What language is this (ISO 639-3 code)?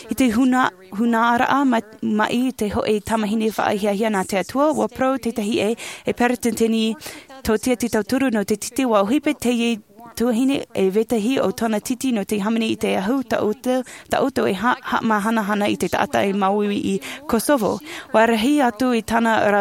tah